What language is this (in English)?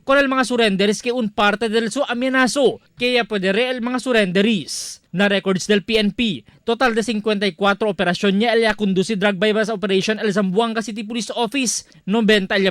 Chavacano